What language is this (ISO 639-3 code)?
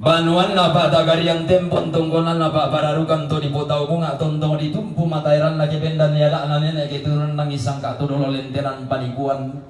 sda